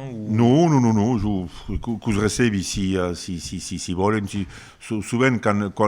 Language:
Occitan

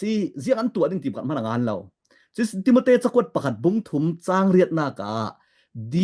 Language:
Falam Chin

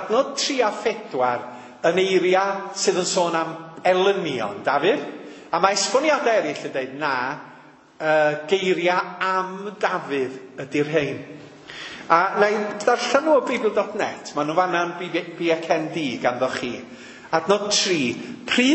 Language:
Welsh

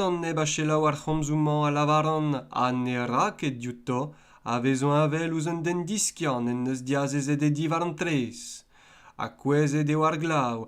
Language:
Breton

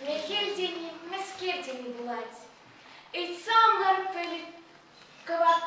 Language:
Chuvash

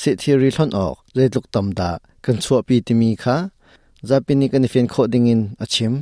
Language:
Hakha Chin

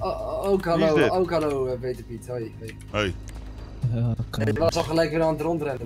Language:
Dutch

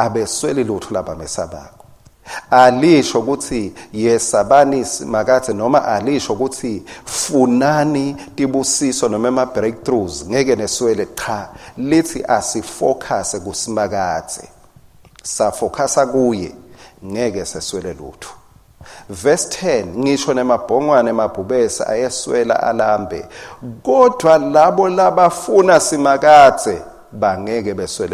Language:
Swati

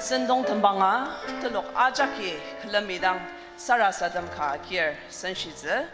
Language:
Ao Naga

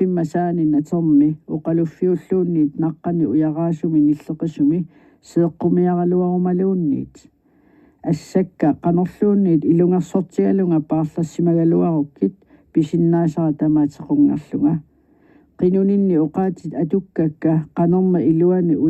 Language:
Kalaallisut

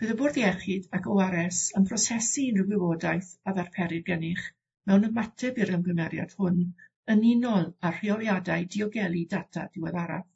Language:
Welsh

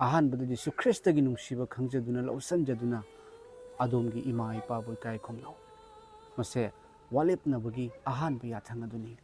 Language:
Manipuri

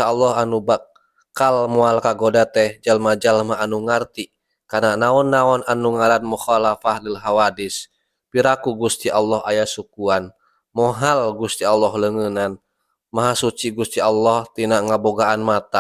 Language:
Sundanese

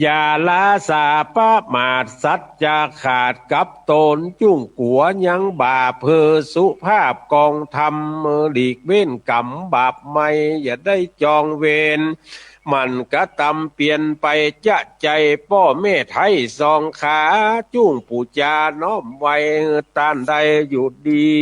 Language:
Northern Thai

